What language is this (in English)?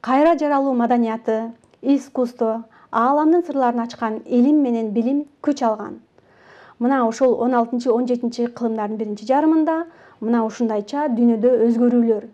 Kyrgyz